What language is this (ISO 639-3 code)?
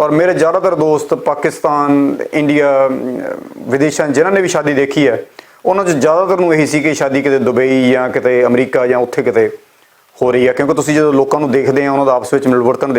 lah